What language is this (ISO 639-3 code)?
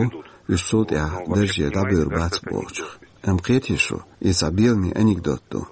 che